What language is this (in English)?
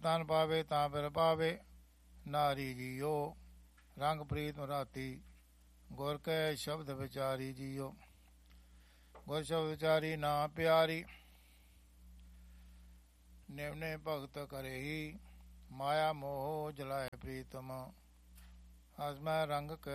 Punjabi